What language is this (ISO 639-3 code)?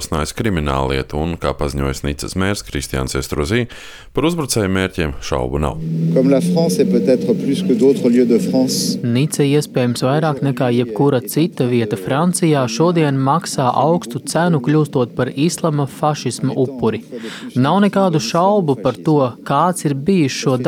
lav